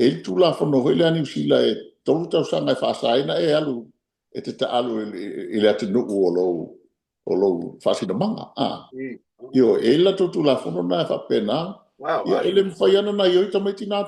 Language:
Samoan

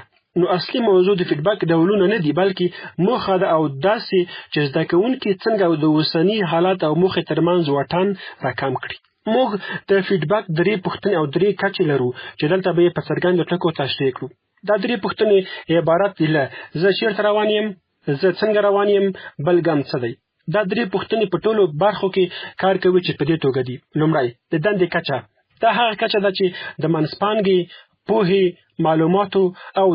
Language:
Pashto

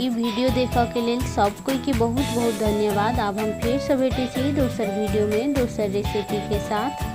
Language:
Maithili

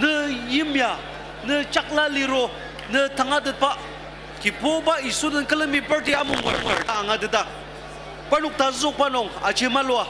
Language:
Ao Naga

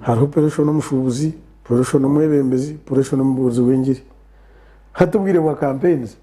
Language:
Nyankole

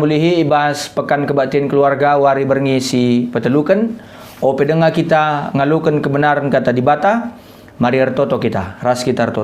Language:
Batak Karo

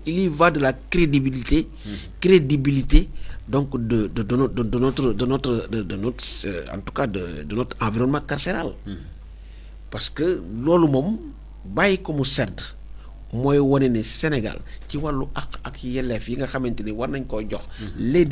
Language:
Wolof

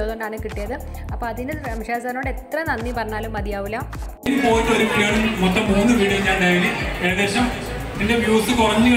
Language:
Malayalam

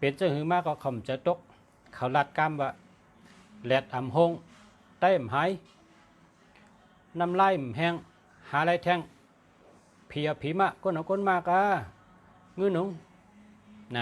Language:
Shan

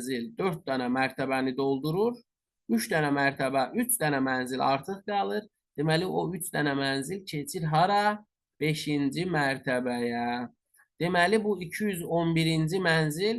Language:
Azerbaijani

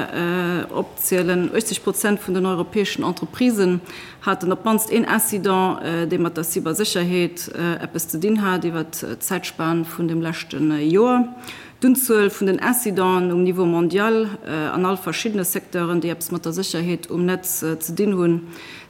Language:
Luxembourgish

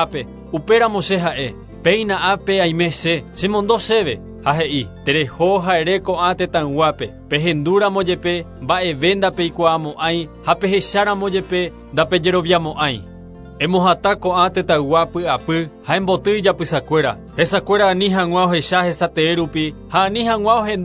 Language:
Guarani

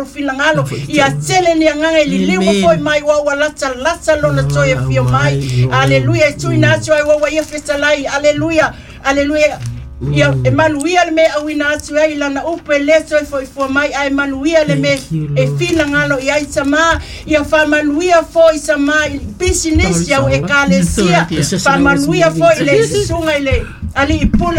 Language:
Samoan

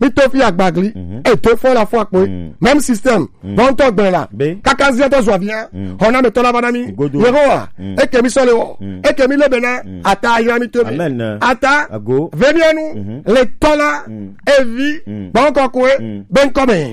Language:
Gen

